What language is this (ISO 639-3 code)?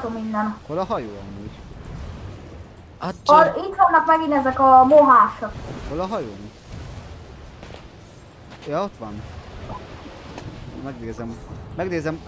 hun